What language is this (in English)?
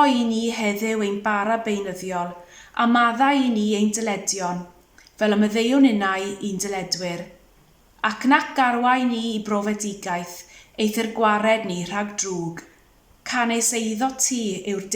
Welsh